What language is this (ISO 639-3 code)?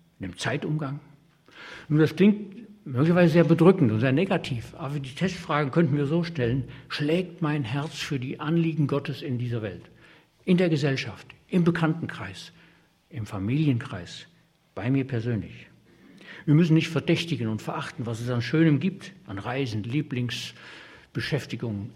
deu